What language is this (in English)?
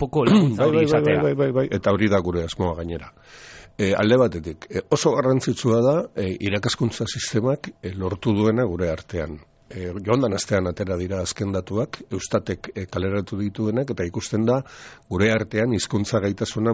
Basque